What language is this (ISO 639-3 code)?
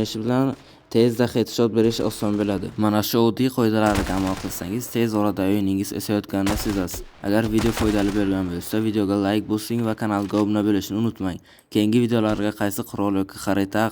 uzb